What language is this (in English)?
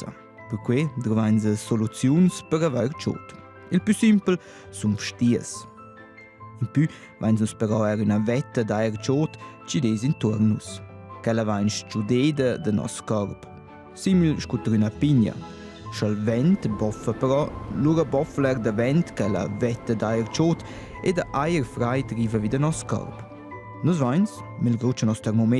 Romansh